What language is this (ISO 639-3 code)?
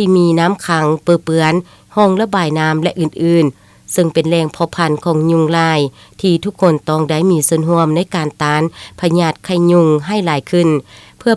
lao